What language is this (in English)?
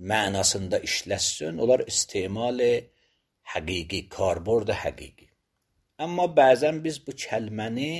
Azerbaijani